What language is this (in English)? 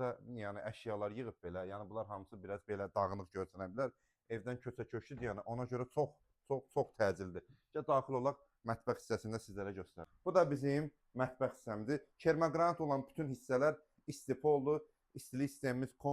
Azerbaijani